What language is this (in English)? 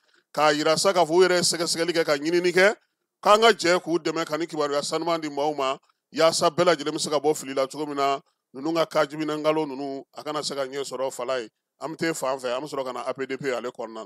Bambara